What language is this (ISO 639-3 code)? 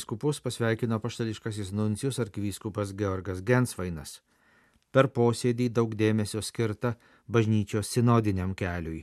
lit